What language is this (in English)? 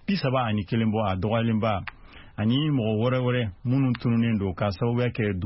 Bambara